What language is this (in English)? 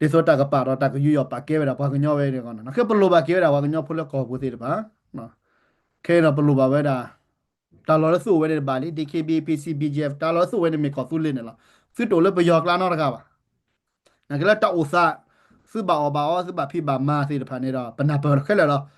S'gaw Karen